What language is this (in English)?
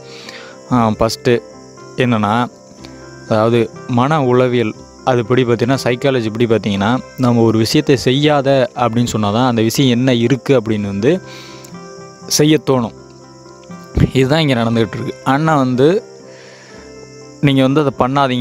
Tamil